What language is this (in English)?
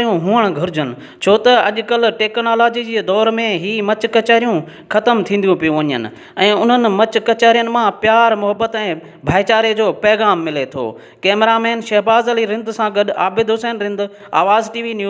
Sindhi